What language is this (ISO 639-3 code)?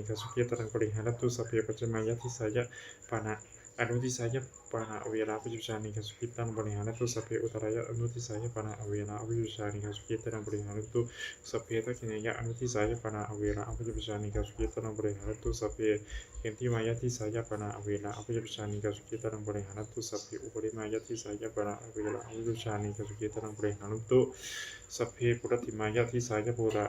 pli